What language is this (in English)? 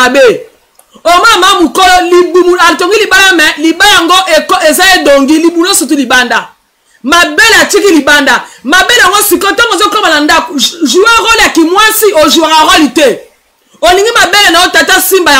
Lingala